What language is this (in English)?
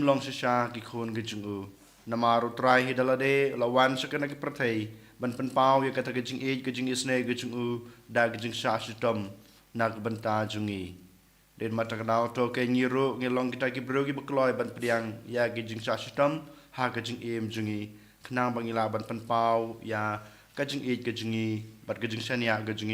Khasi